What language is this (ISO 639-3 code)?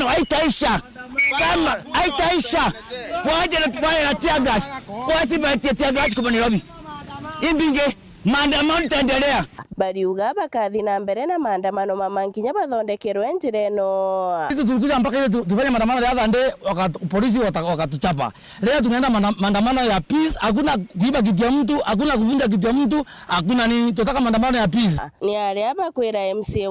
mer